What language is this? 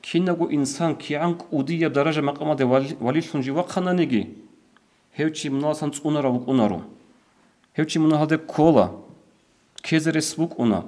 Avaric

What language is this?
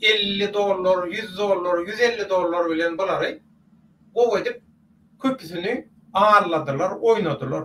Turkmen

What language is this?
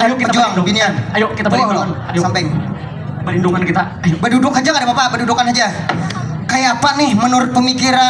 Banjar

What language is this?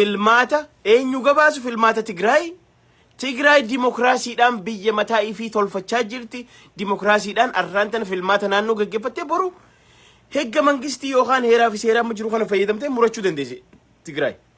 Oromo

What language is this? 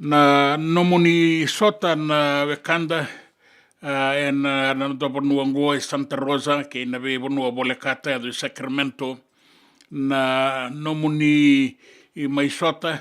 Fijian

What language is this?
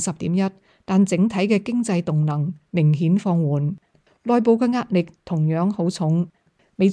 Cantonese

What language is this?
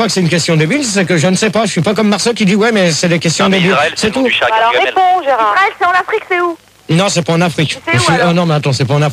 French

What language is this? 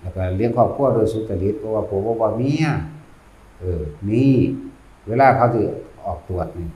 Northeastern Thai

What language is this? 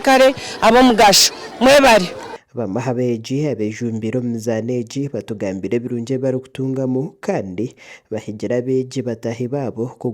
Nyankole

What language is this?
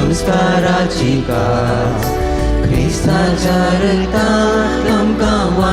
Konkani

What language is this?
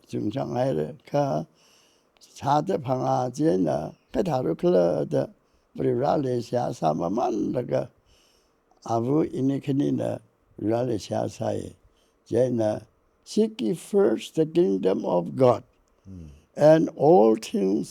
Tangkhul Naga (India)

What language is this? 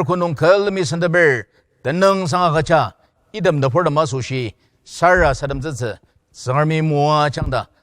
Ao Naga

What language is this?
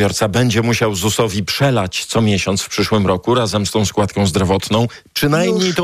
Polish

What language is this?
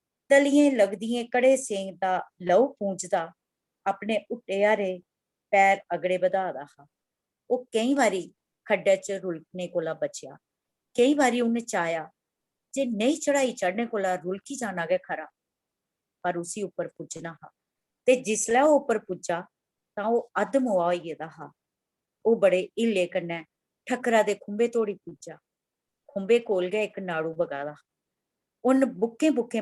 Dogri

